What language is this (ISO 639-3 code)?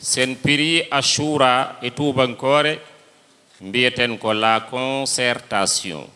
ful